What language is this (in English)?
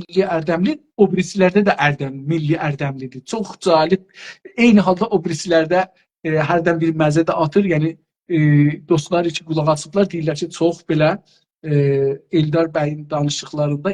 South Azerbaijani